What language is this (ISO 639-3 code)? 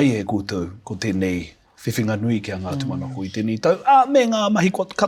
mri